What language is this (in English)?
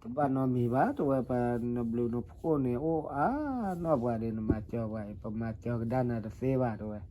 S'gaw Karen